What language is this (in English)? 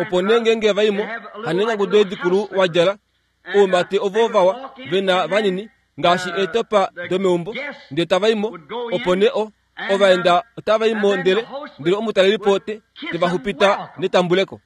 Kuanyama